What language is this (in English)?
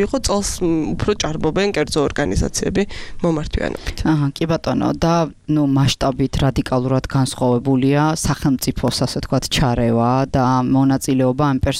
Georgian